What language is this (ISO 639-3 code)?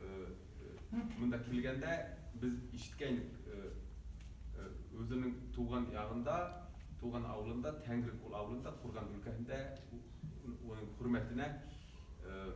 bak